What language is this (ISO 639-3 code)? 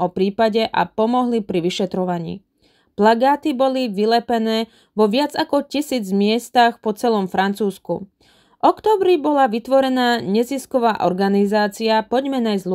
slk